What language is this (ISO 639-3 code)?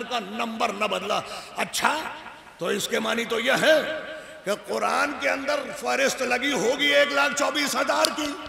urd